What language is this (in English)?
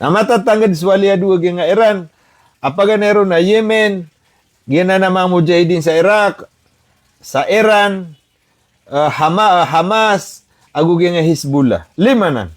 Maranao